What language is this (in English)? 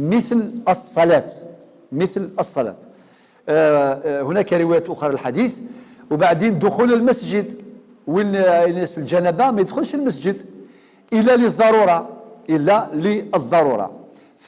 Algerian Arabic